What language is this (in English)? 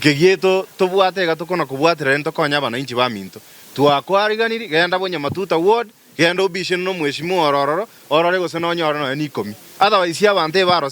Gusii